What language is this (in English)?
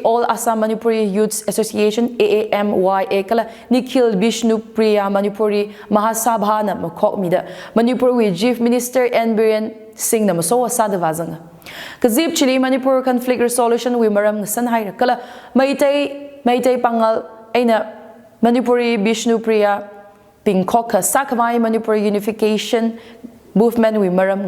Tangkhul Naga (India)